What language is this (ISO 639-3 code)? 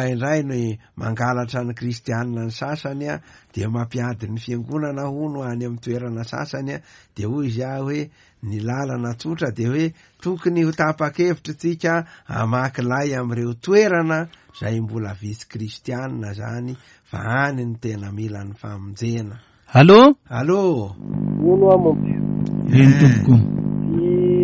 mlg